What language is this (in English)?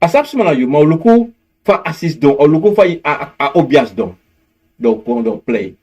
Sranan Tongo